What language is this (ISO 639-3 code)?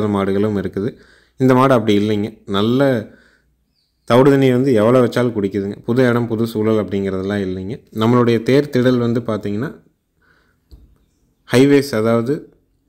tam